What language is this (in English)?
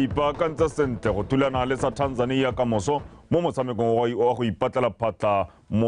Tswana